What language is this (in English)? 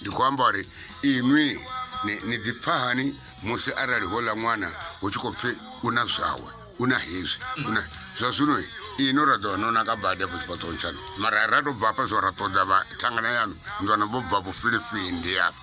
Venda